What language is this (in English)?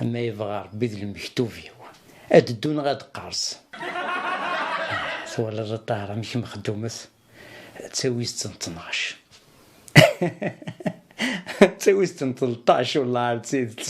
Kabyle